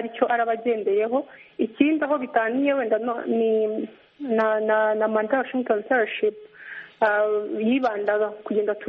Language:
Kinyarwanda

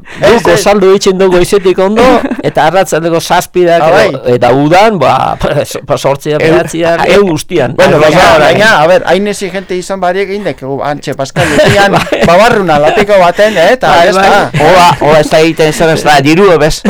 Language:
Basque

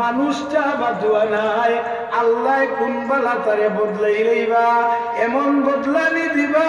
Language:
Sylheti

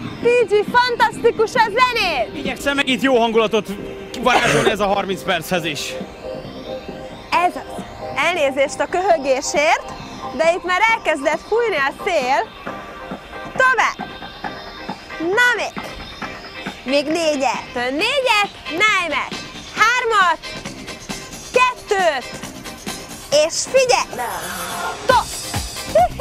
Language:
Hungarian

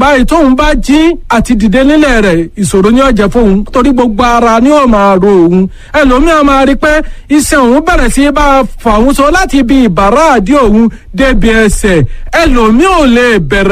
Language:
Yoruba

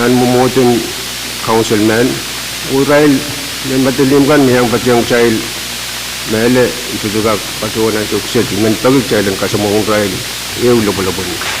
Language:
Pohnpeian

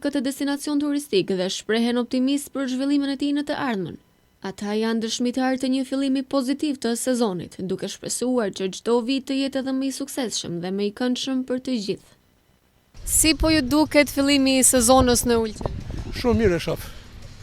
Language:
Albanian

